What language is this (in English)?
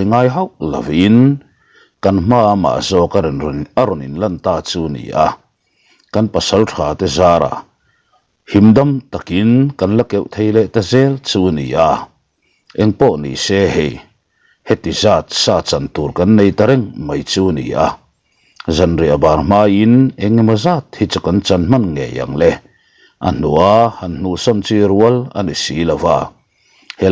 Mizo